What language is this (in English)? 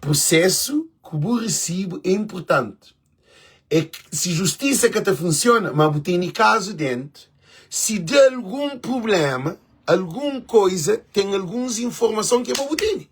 Kabuverdianu